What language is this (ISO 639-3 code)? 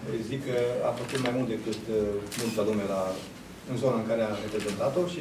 ron